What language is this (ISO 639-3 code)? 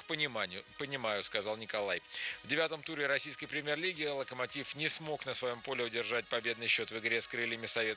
rus